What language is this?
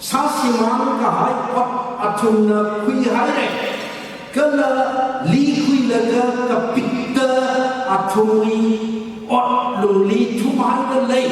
Tangkhul Naga (India)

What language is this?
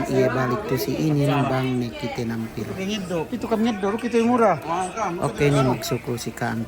Yakan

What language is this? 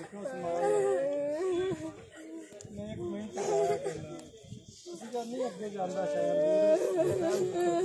Punjabi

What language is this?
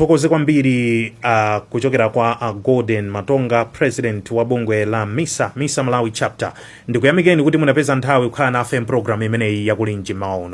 Nyanja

